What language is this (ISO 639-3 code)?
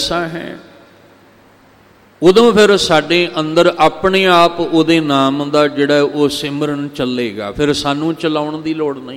pan